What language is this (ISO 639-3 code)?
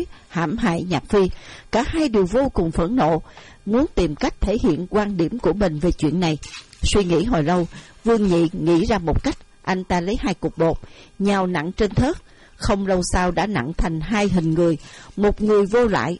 vie